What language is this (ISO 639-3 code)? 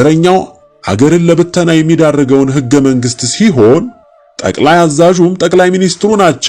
amh